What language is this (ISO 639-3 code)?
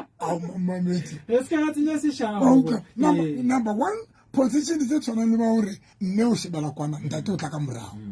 sot